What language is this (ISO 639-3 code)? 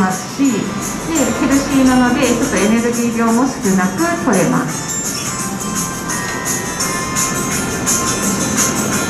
jpn